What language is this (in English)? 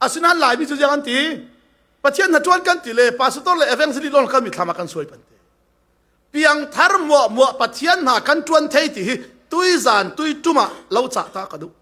Falam Chin